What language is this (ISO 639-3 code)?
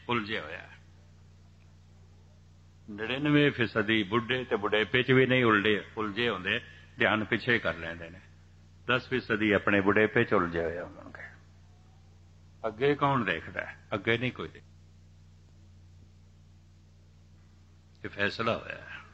pan